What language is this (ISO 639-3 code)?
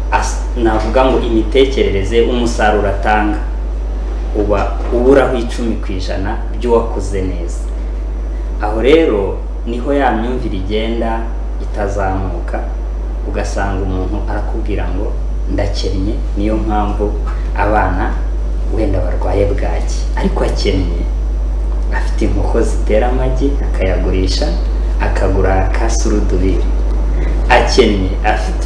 kin